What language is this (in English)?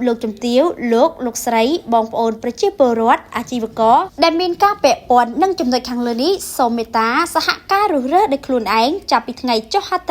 Khmer